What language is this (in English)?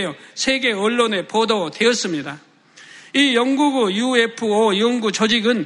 Korean